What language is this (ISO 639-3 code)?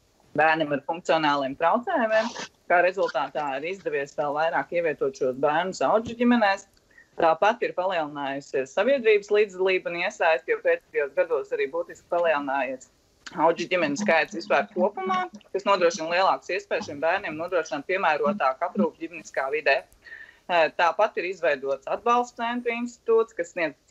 lav